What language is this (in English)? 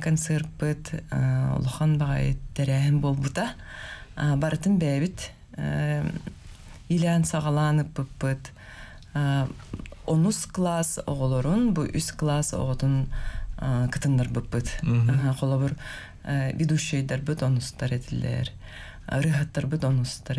Yakut